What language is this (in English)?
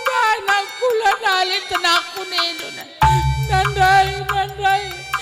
Batak Karo